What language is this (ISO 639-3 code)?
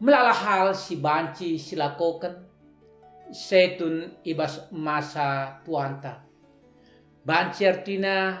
btx